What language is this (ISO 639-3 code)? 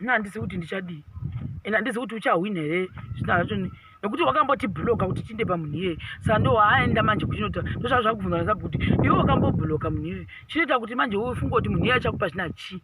sna